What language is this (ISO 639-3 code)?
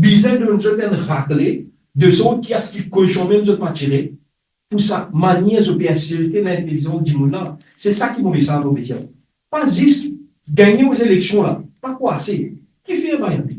mfe